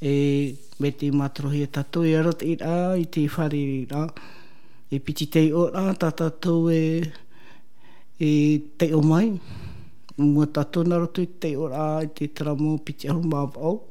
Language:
Tahitian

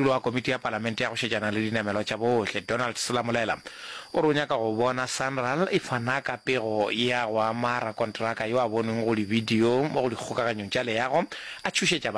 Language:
Northern Sotho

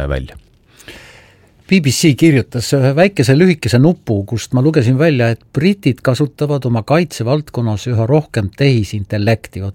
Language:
Estonian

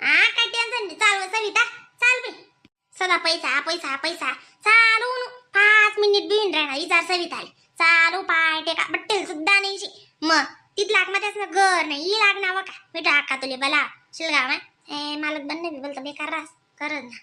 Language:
Khandesi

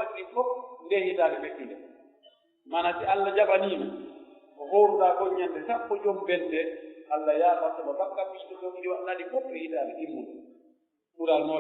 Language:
Pular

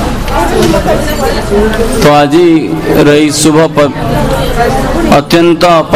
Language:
Odia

